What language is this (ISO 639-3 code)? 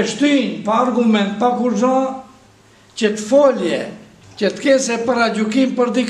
sqi